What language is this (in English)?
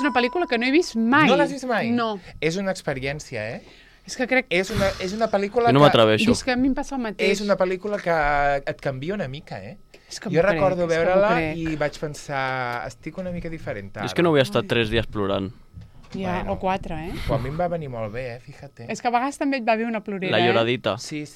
Catalan